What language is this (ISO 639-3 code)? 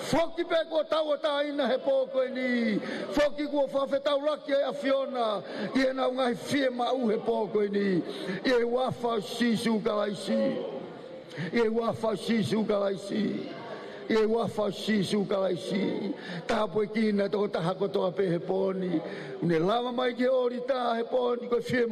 ton